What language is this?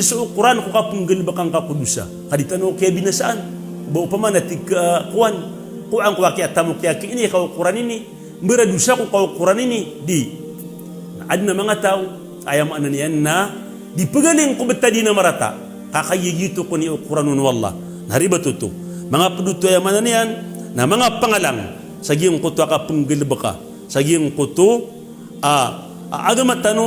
Maranao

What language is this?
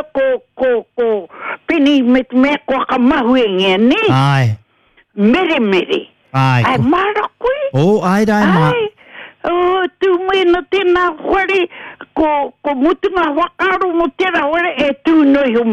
Māori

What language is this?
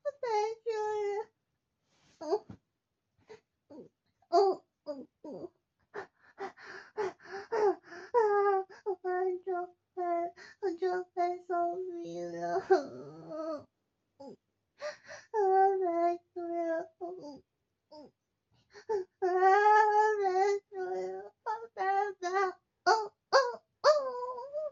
Chinese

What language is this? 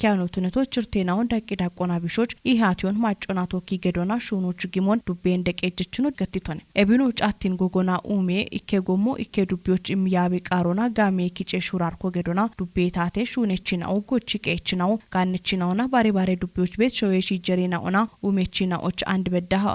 Kafa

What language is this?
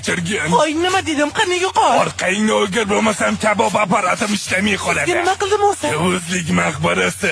Uzbek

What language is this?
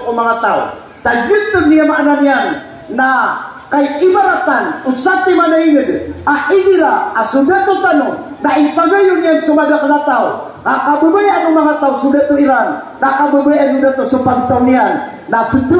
Maranao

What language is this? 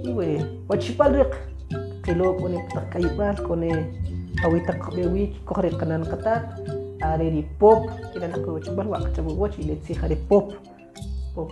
Kʼicheʼ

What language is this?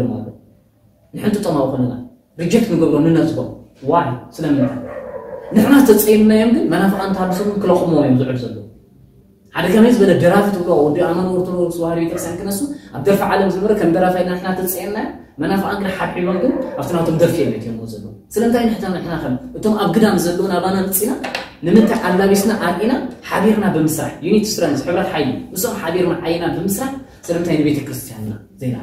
Tigrinya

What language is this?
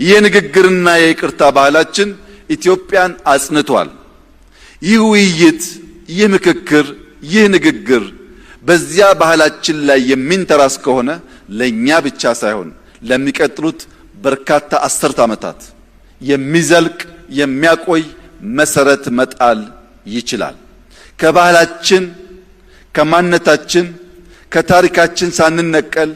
Amharic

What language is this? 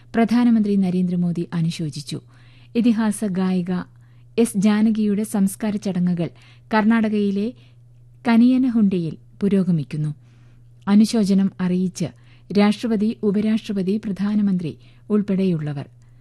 Malayalam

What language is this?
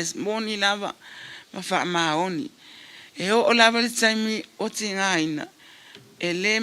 Samoan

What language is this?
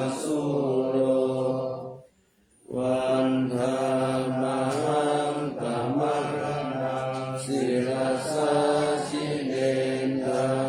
Pali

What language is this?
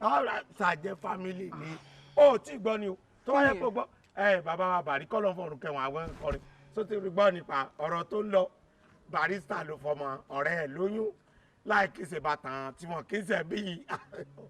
Yoruba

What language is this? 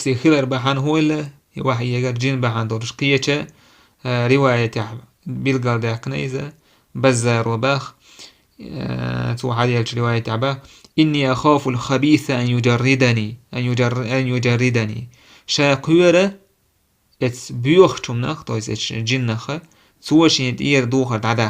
Chechen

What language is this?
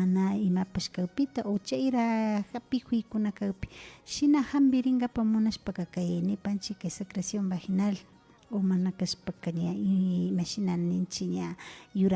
Imbabura Highland Quichua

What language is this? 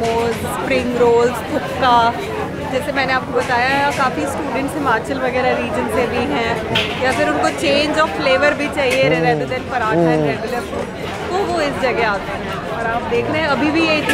Hindi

